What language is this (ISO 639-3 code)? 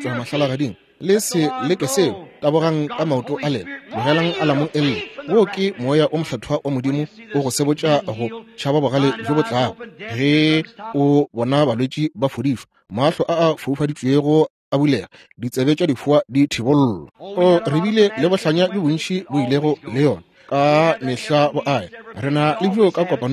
nso